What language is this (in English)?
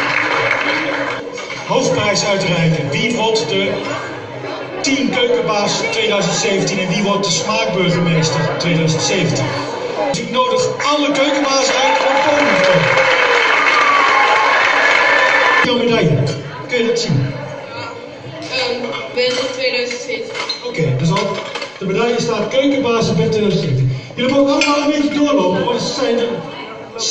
Dutch